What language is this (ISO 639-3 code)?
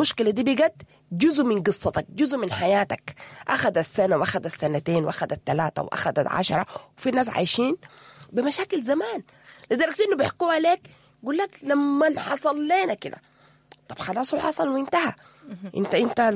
apd